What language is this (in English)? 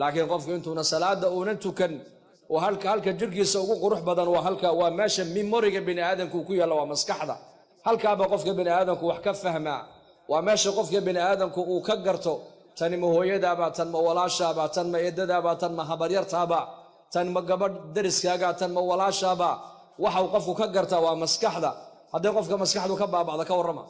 Somali